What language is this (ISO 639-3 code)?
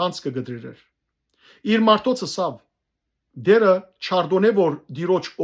hyw